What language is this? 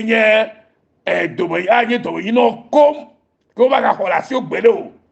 Ewe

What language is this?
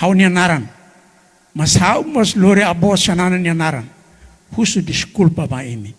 Tetum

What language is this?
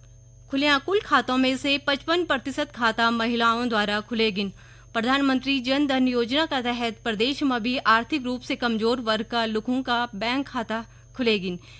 Garhwali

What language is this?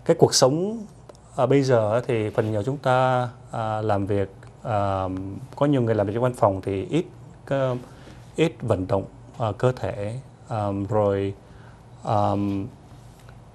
Vietnamese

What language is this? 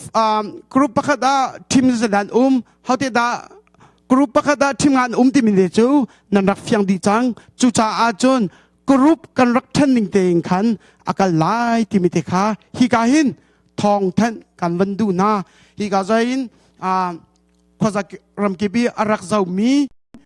Hakha Chin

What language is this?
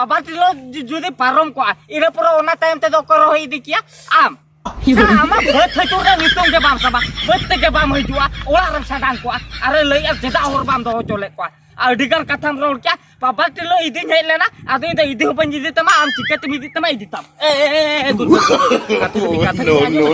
Santali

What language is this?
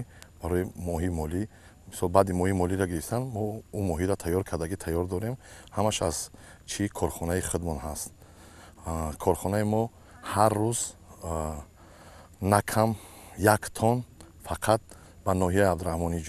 Tajik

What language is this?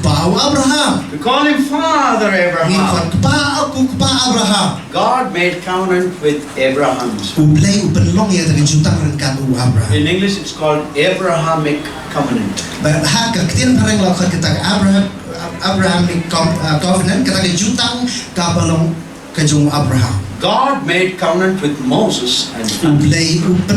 Khasi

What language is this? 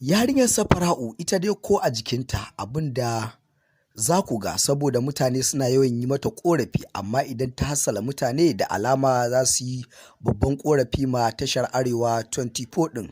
Hausa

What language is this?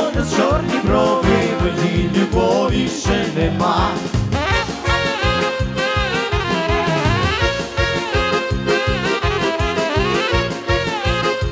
Ukrainian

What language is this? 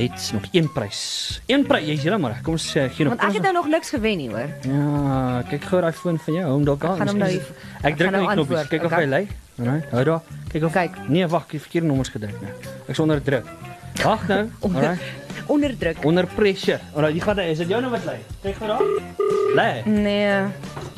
Afrikaans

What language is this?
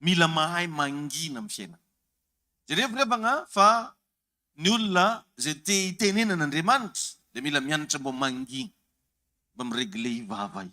Malagasy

